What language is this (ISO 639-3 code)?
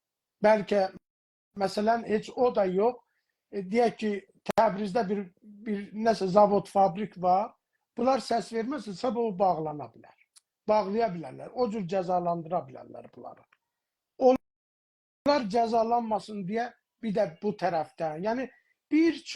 azb